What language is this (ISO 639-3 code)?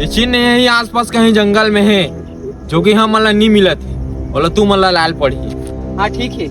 hne